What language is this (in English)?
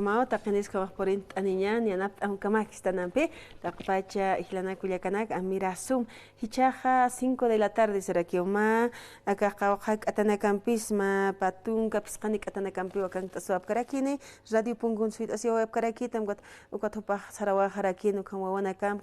Aymara